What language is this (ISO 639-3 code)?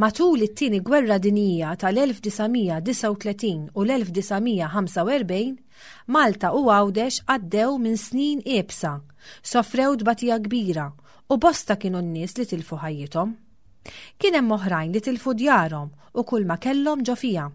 mlt